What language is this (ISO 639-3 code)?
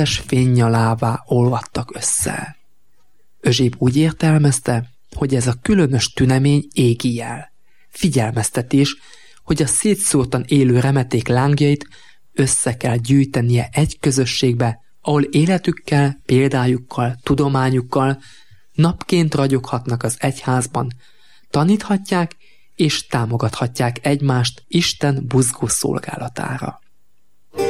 hun